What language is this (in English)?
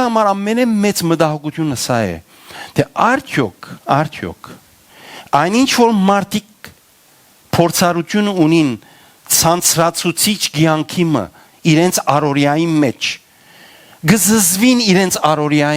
Western Armenian